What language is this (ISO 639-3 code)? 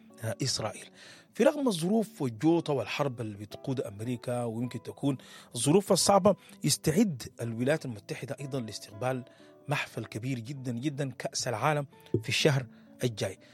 apd